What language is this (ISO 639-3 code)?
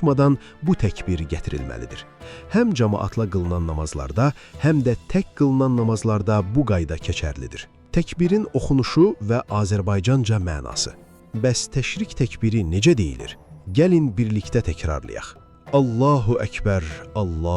aze